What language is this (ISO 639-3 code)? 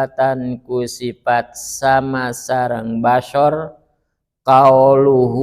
sun